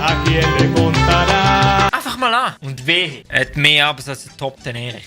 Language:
Swiss German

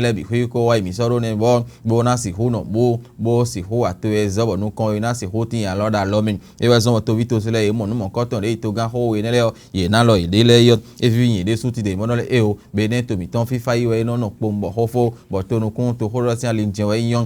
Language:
Fon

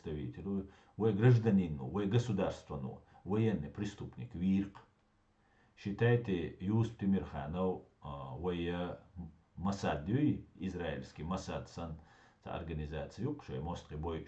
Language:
Chechen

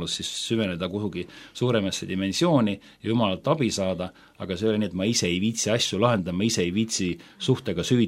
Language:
Estonian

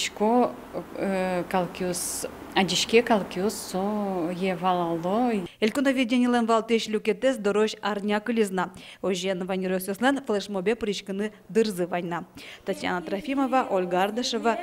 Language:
Udmurt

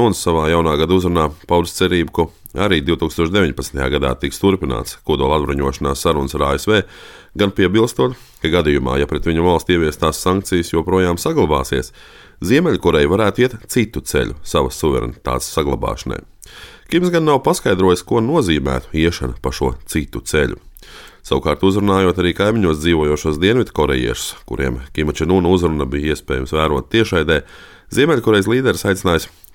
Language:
Latvian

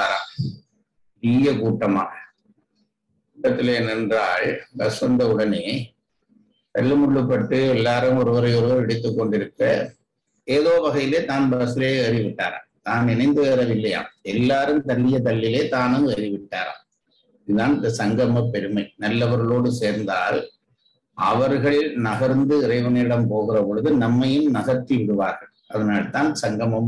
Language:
Tamil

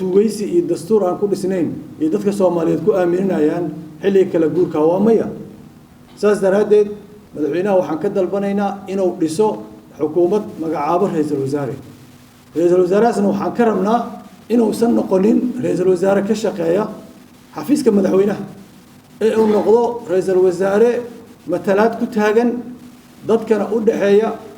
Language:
Somali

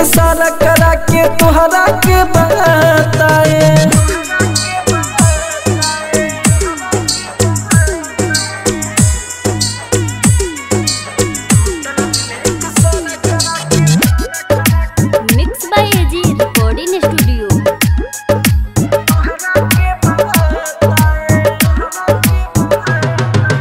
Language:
Bhojpuri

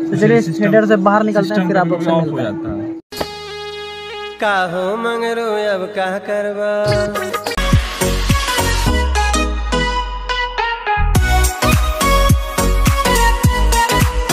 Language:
Hindi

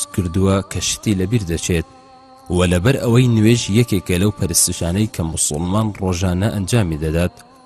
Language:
Central Kurdish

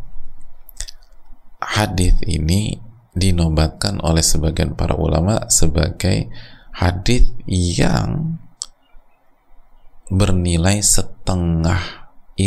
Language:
Indonesian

